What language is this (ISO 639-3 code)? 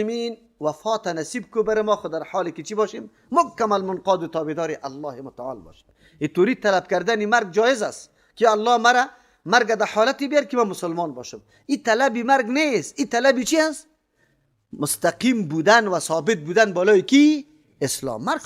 fas